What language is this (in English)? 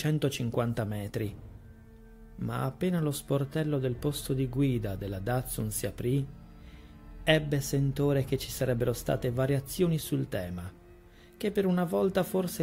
Italian